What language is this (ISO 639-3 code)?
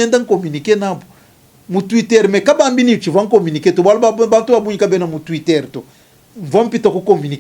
lua